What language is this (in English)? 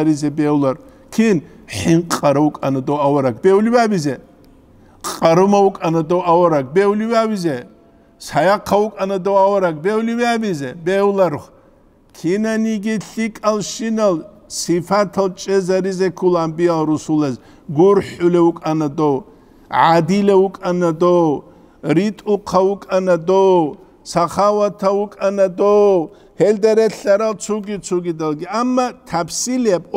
Avaric